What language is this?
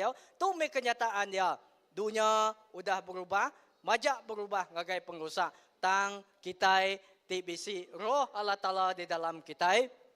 Iban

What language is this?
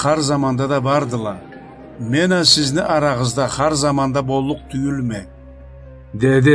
Karachay-Balkar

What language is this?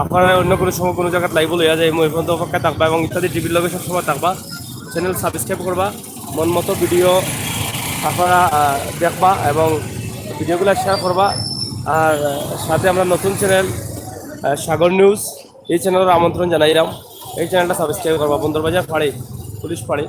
Sylheti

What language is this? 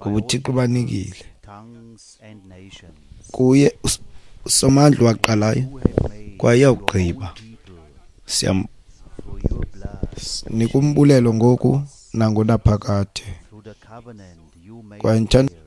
Xhosa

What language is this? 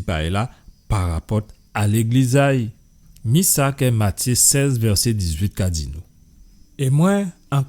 Guadeloupean Creole French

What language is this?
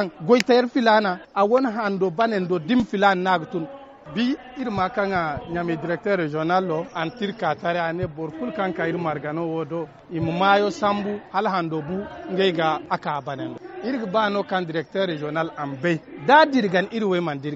Zarma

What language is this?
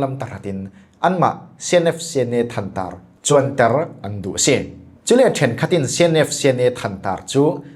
Falam Chin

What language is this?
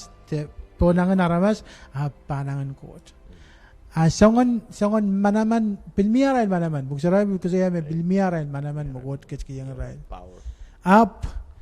Pohnpeian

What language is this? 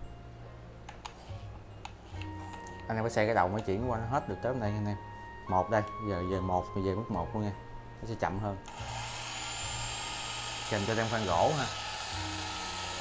Vietnamese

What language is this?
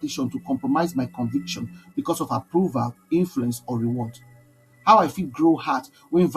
Nigerian Pidgin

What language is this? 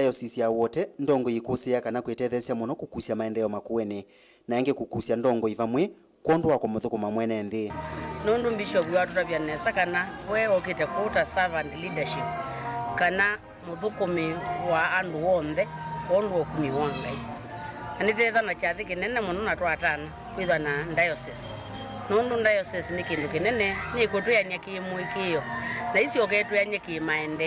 Kamba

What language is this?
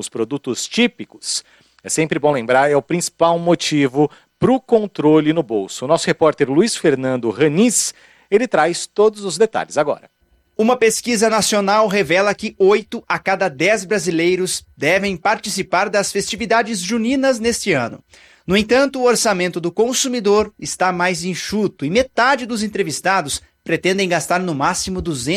Portuguese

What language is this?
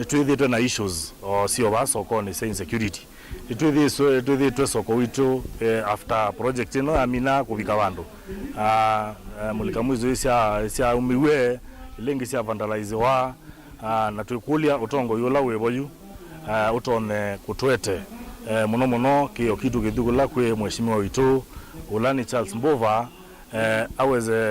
Kamba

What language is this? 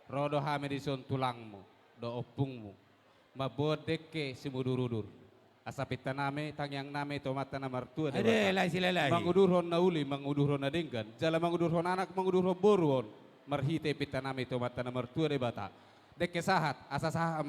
Batak Toba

